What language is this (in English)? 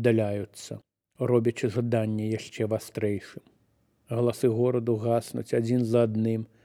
Belarusian